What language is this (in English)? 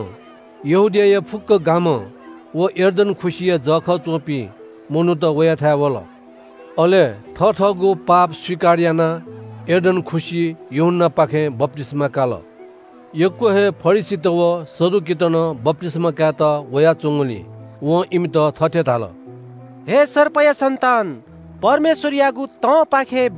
Newari